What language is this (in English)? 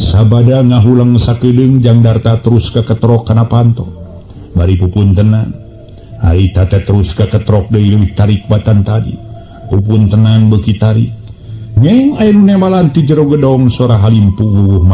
Sundanese